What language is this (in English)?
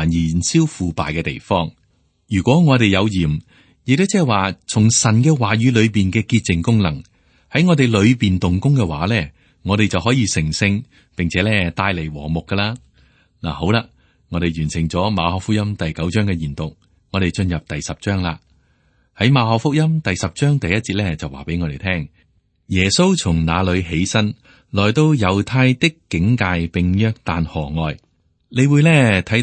Cantonese